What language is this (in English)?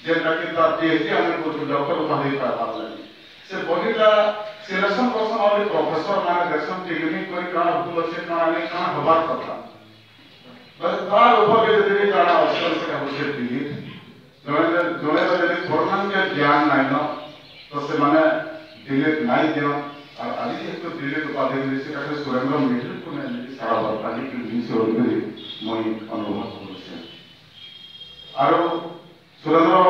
Sambalpuri